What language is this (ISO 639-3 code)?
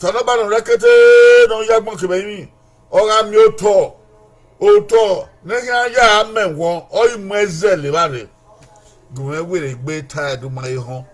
bin